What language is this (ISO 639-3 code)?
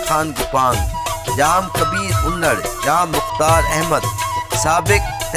urd